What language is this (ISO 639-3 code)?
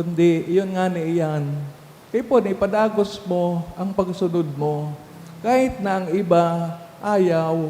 bik